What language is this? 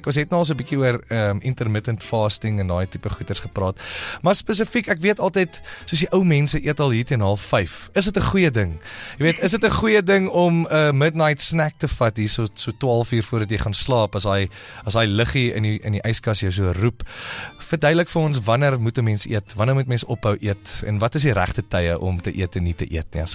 Afrikaans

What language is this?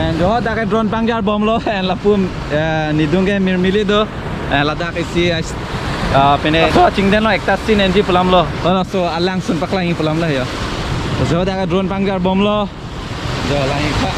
Karbi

